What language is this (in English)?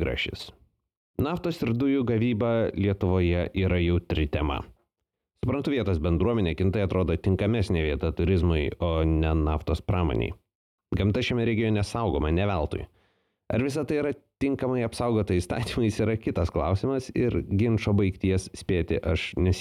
Lithuanian